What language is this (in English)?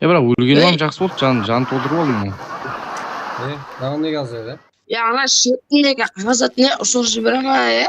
Kara-Kalpak